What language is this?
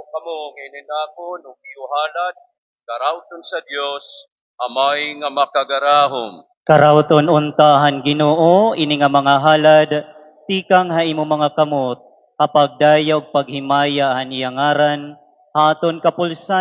Waray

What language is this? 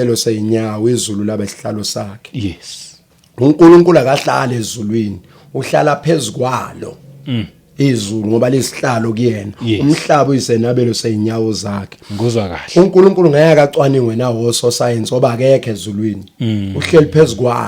Zulu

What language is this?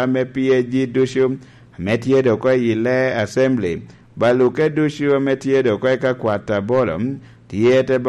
Lango (Uganda)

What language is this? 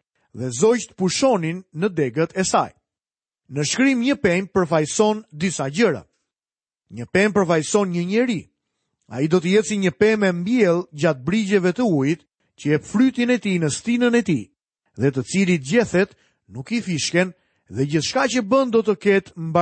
Albanian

